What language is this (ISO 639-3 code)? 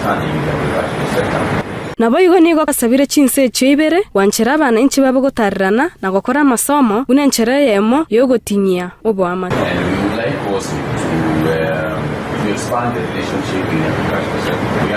guz